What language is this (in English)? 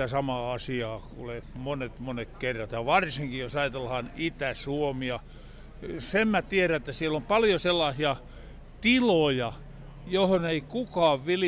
Finnish